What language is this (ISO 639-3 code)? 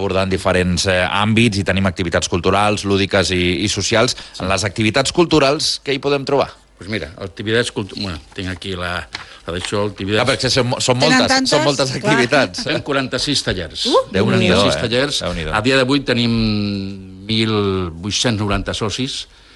cat